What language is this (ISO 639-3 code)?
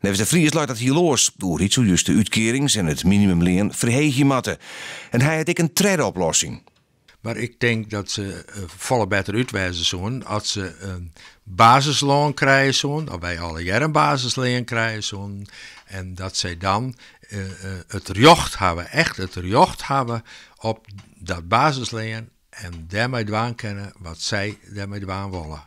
fry